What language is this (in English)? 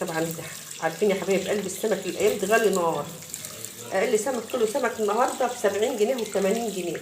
Egyptian Arabic